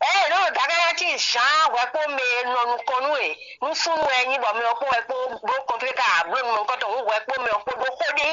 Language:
Fon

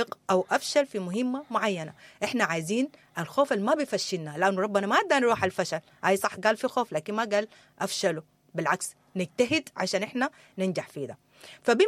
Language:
Sudanese Arabic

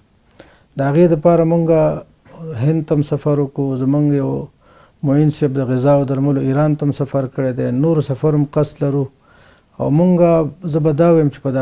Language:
Pashto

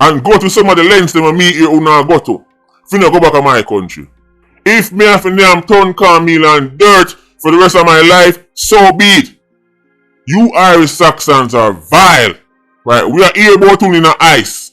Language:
Jamaican Creole English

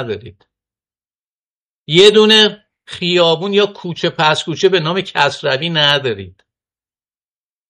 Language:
Persian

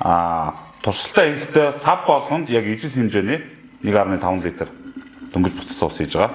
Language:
Mongolian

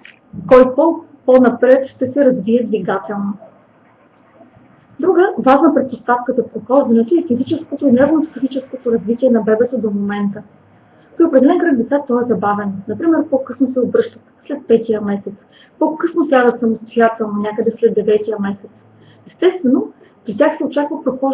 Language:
Bulgarian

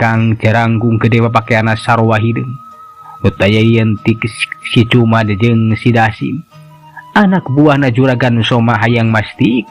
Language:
Sundanese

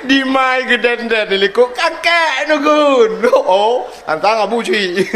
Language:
Achinese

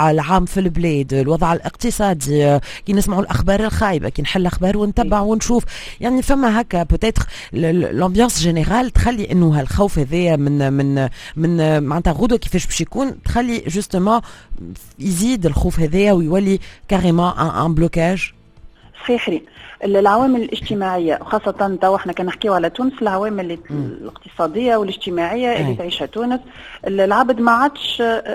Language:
Tunisian Arabic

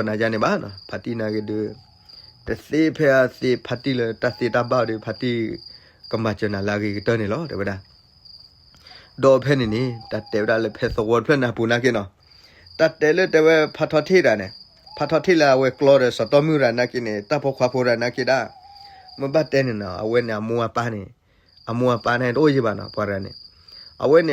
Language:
S'gaw Karen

